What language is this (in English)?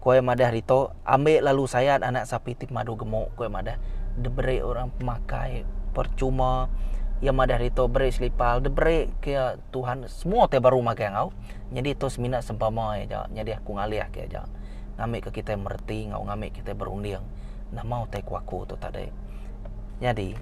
Iban